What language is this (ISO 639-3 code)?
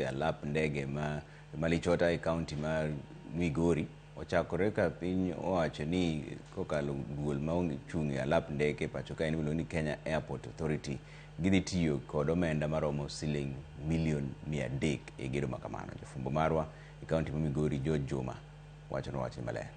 luo